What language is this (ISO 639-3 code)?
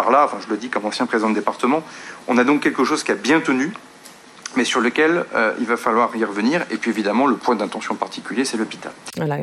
fra